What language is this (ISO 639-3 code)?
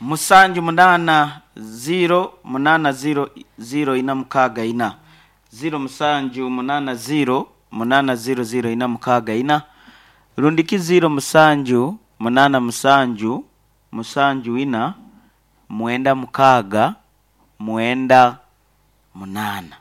nyn